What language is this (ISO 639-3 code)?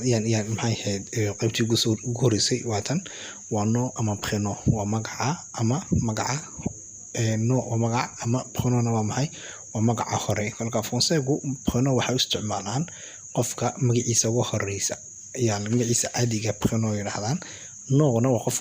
som